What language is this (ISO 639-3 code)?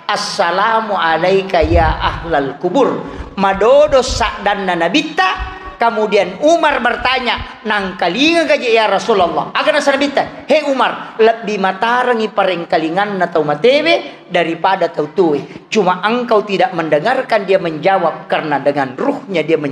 bug